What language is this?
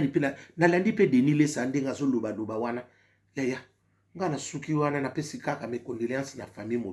Lingala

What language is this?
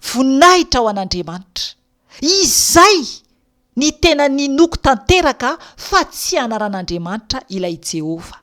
Malagasy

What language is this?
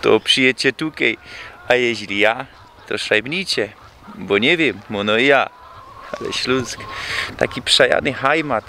Silesian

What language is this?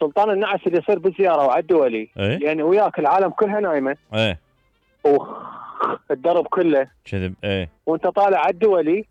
Mesopotamian Arabic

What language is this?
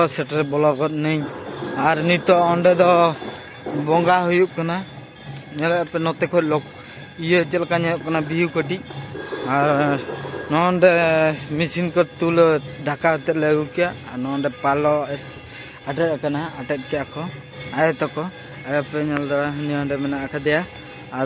Santali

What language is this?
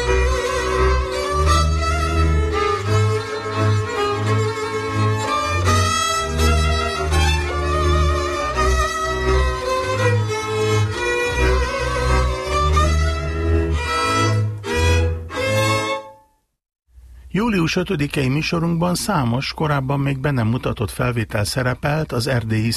Hungarian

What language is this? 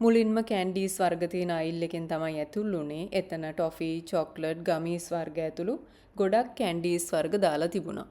Sinhala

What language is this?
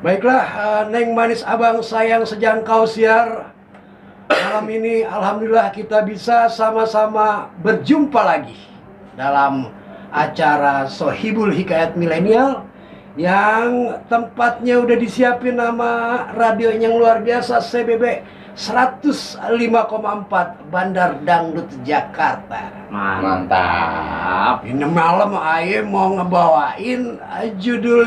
Betawi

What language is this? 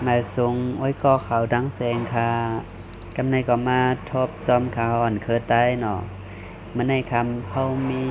Shan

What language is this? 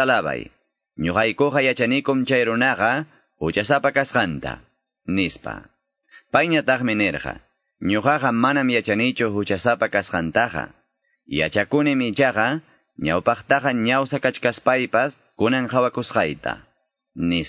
Quechua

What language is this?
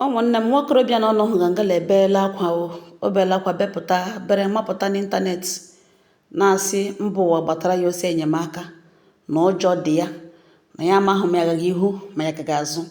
Igbo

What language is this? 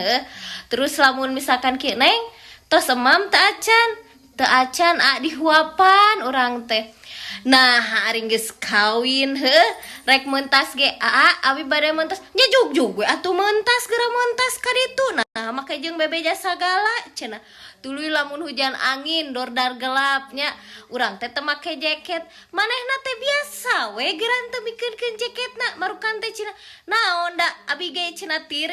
Sundanese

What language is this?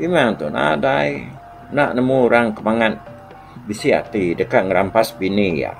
Iban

